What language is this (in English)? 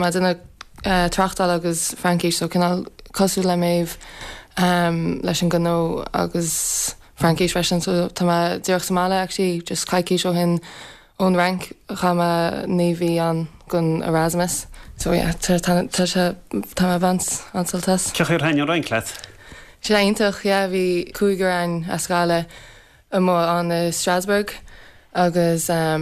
Irish